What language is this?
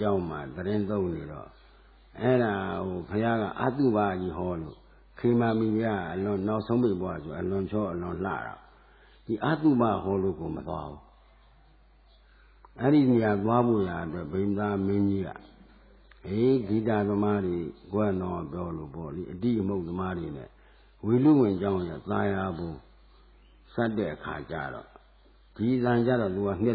Burmese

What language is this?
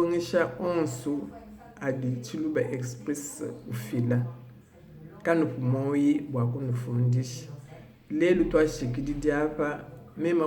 Luba-Lulua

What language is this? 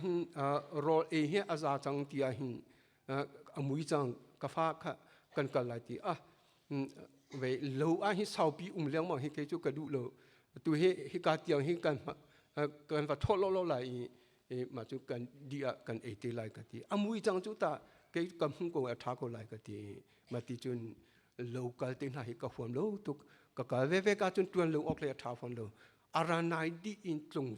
Hakha Chin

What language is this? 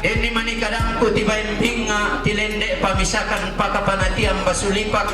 Toraja-Sa'dan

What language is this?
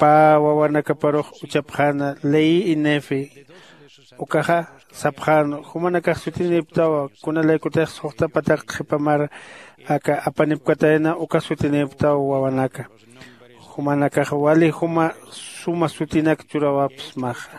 Aymara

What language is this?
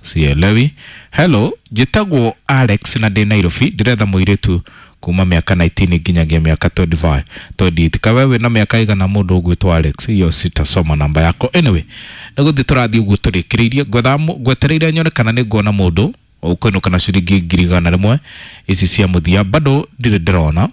Kikuyu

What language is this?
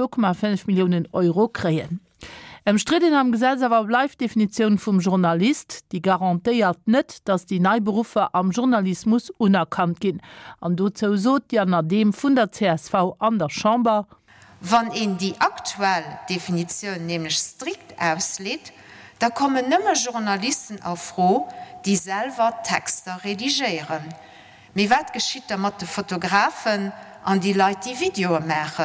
Luxembourgish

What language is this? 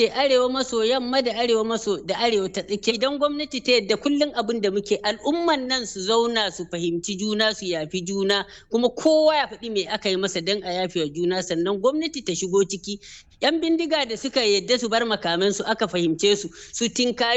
Hausa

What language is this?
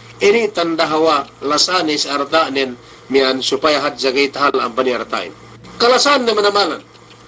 Yakan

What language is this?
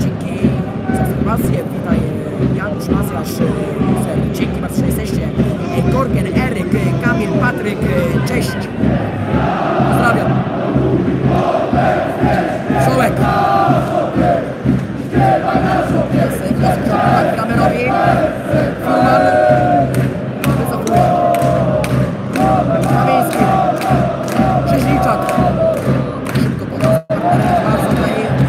Polish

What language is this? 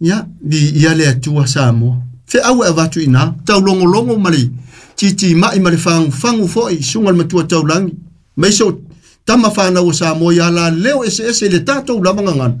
Samoan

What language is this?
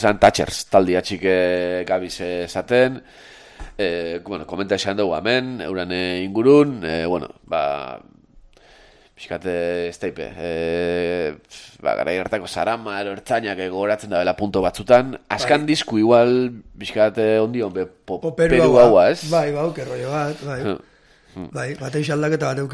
Basque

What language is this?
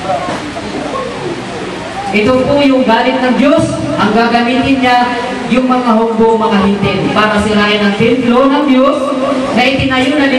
Filipino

